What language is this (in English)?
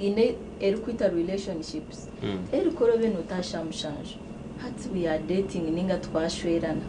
Nyankole